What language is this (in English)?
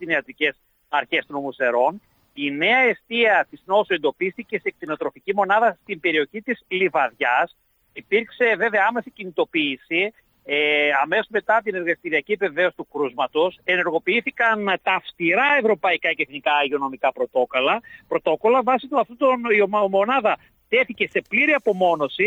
Greek